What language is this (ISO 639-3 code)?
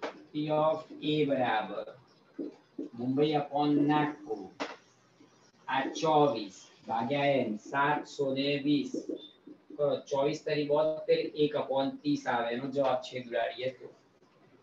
guj